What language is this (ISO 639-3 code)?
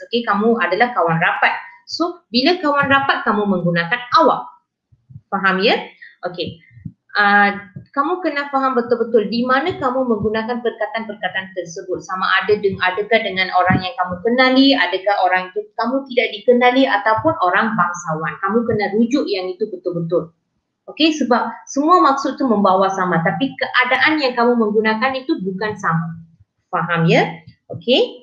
msa